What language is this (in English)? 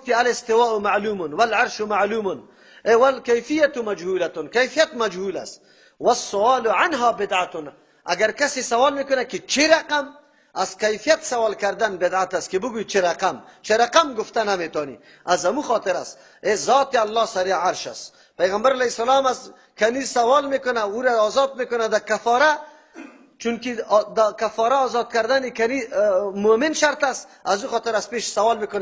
Persian